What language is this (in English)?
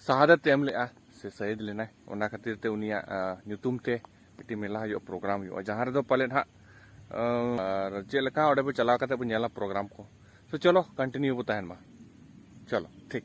Santali